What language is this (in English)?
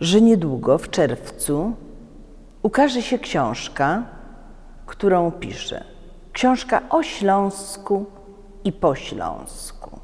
Silesian